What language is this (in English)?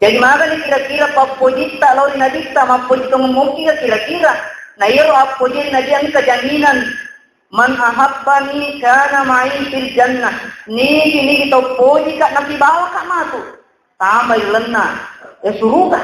Buginese